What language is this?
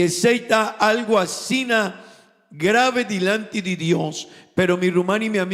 Papiamento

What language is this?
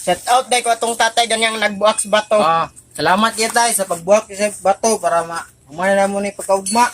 Cebuano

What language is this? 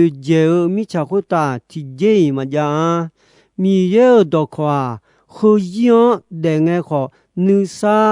Akha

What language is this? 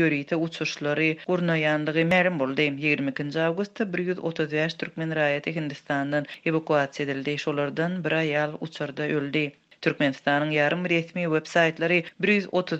Turkmen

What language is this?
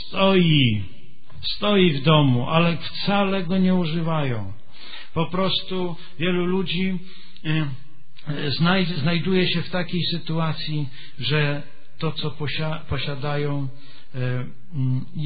Polish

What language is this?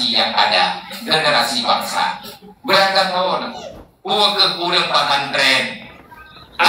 Achinese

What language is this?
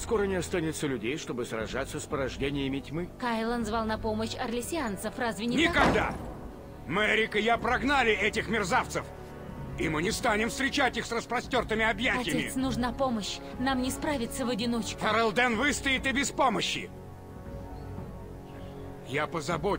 Russian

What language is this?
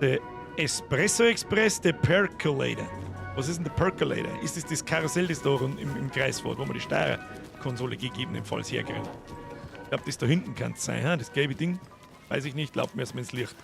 Bavarian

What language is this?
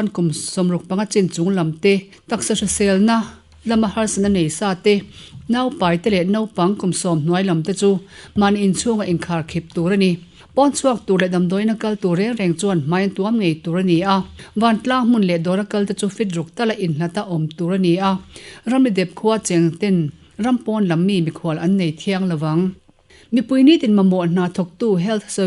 Mizo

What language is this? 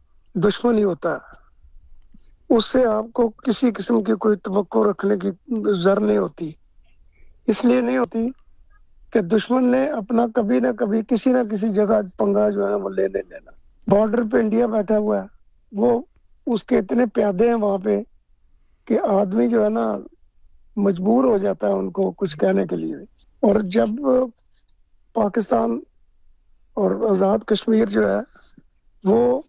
Urdu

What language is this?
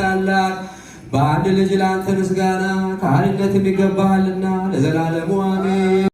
Amharic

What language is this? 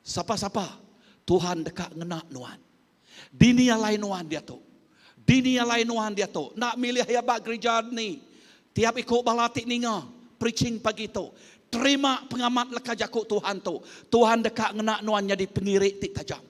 Iban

